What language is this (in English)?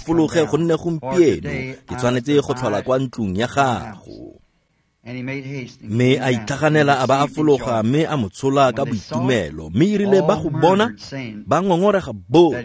Tswana